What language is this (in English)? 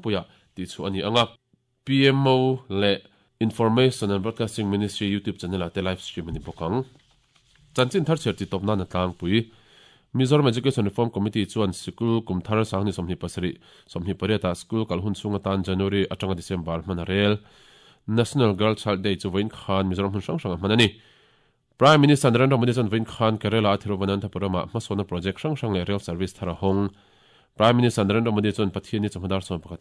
Mizo